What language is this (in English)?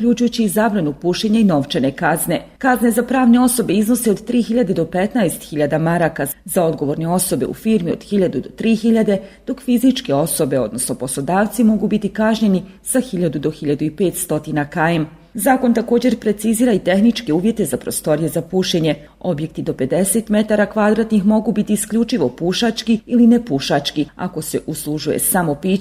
Bosnian